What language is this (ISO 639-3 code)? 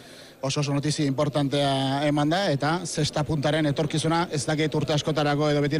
eus